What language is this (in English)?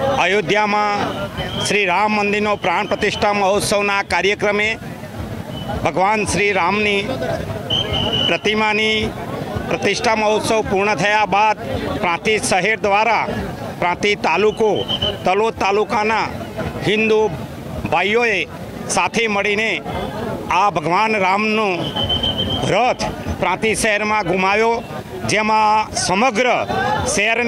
Gujarati